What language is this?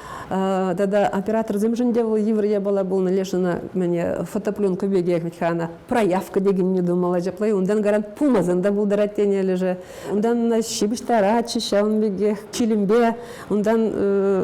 Chuvash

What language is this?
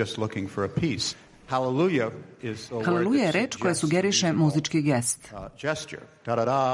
Serbian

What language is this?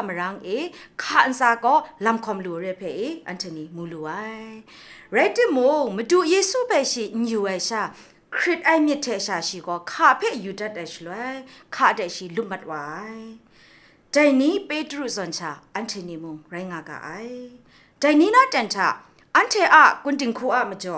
Kachin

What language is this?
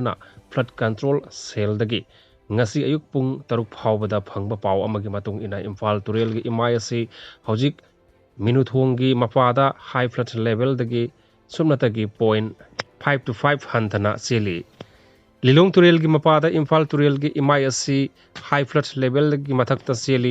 Manipuri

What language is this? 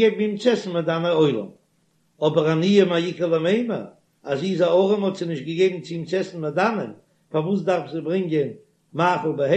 Yiddish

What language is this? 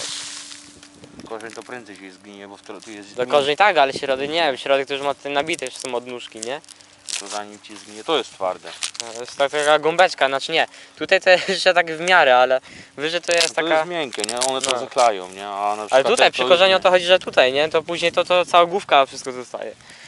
Polish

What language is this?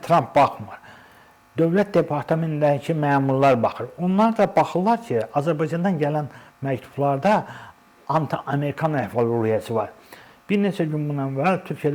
Azerbaijani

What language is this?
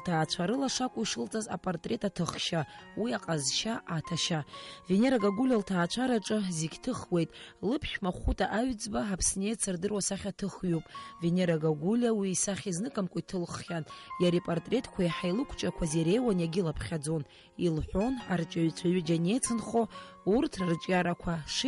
Abkhazian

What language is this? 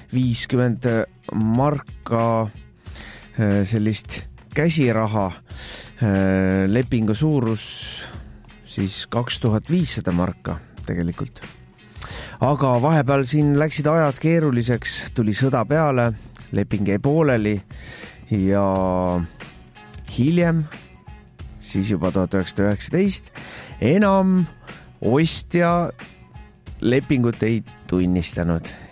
Estonian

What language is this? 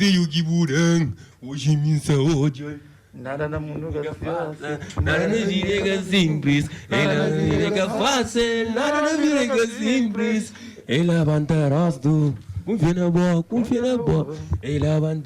Kabuverdianu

